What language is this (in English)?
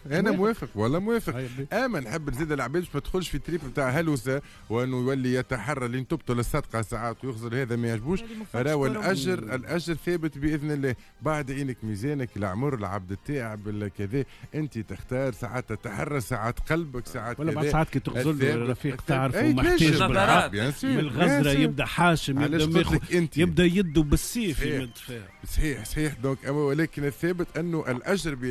Tunisian Arabic